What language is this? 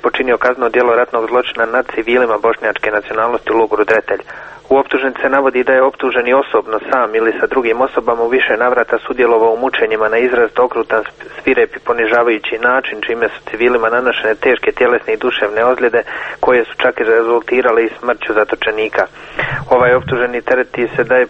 Croatian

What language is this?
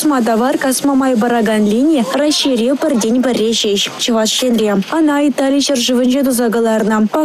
Chuvash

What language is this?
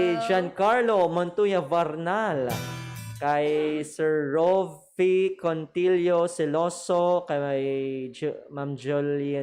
Hiligaynon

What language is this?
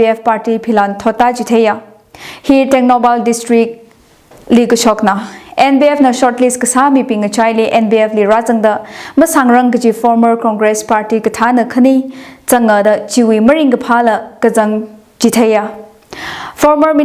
Tangkhul Naga (India)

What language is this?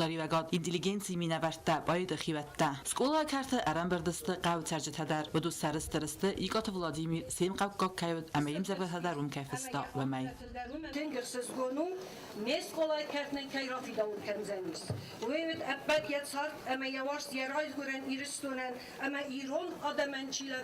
Ossetic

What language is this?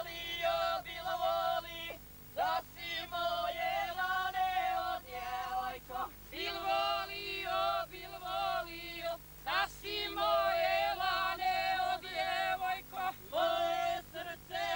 Croatian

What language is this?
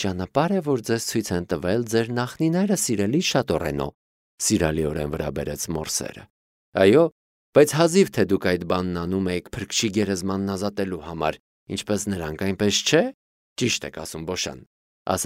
Armenian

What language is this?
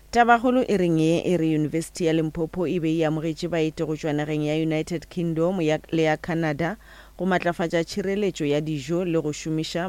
Northern Sotho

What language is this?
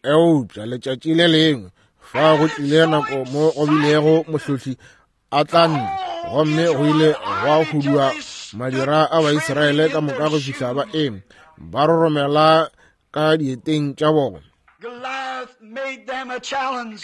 Northern Sotho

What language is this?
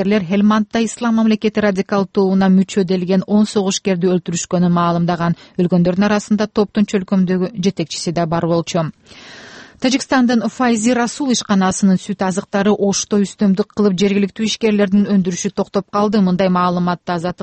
Kyrgyz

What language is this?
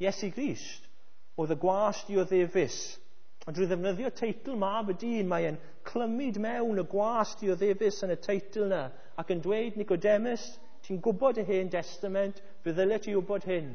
Welsh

